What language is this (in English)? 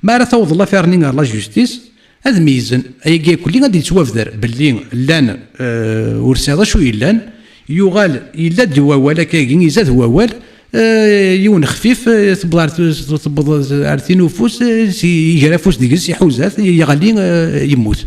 Kabyle